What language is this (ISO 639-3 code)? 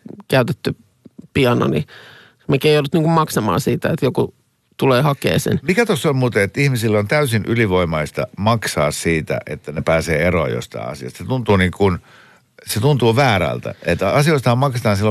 fin